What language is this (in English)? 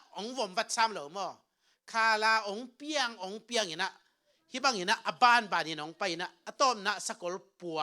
Tedim Chin